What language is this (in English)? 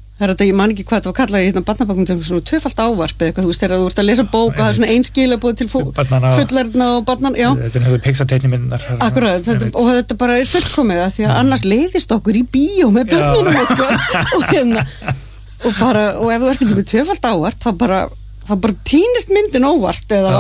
Icelandic